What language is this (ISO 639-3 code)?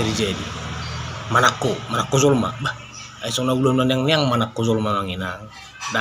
bbc